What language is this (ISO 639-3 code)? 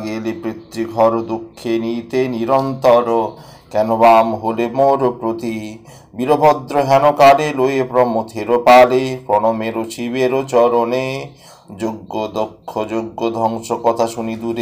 ben